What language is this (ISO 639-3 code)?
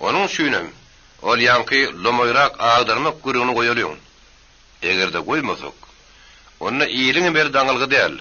tuk